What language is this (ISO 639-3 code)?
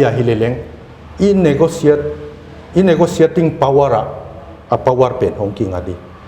pck